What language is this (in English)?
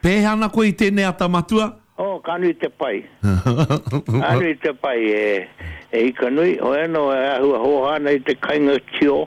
Māori